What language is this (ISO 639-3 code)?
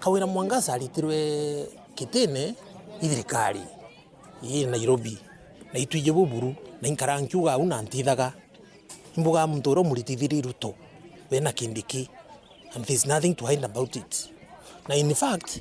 mer